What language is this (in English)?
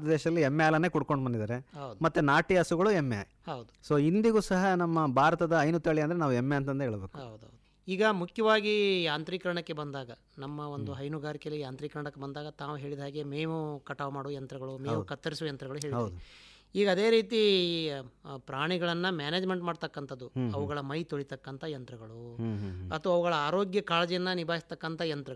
Kannada